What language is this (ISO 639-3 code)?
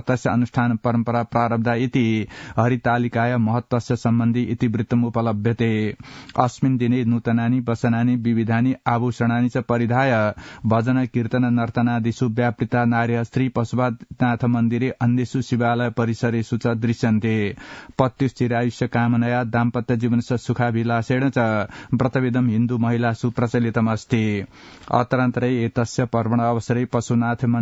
san